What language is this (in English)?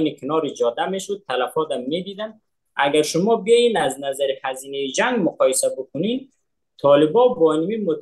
Persian